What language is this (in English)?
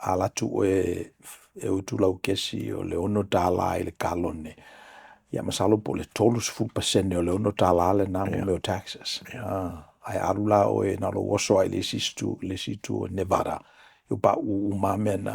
Samoan